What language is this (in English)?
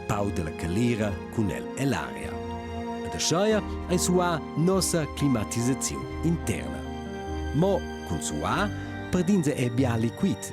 Romansh